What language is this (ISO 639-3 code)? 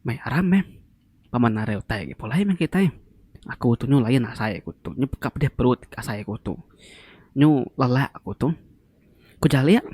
iba